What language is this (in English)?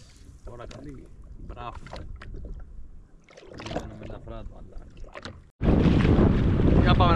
Greek